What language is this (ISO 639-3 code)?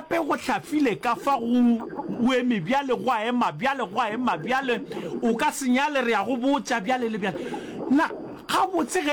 nso